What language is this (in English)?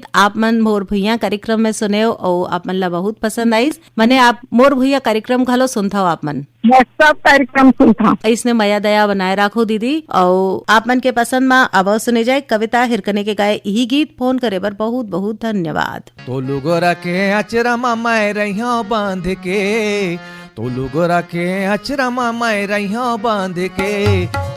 Chhattisgarhi